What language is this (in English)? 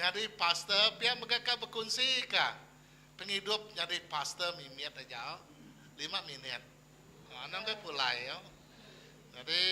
Iban